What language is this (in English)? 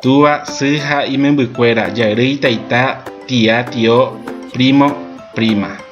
Guarani